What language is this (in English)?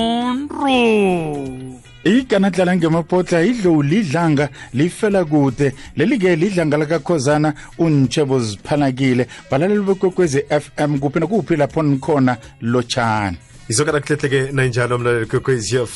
South Ndebele